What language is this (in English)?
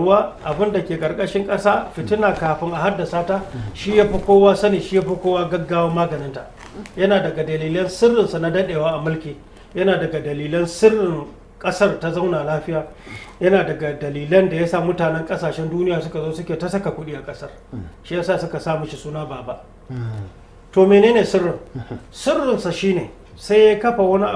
Hausa